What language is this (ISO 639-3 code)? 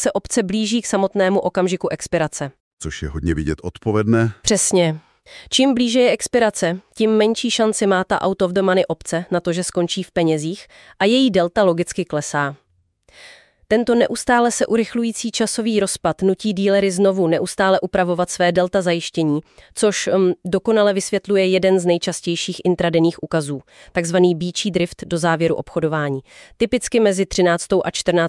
ces